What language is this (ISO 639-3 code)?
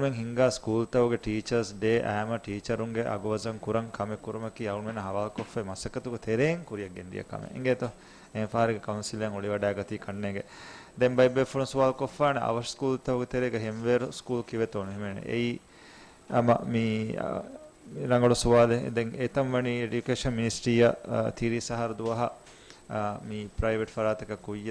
div